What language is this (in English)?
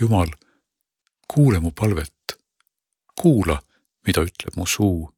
Estonian